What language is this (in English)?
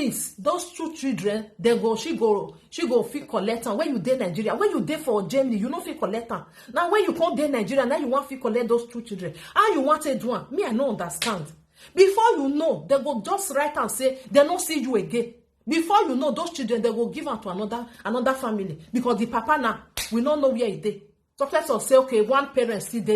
Nigerian Pidgin